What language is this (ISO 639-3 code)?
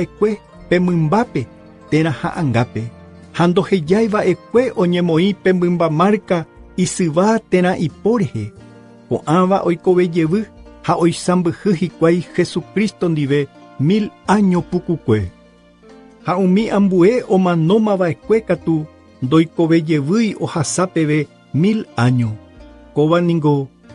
grn